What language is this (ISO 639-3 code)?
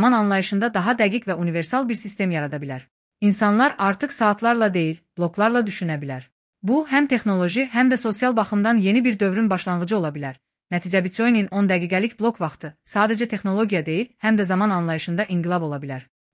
aze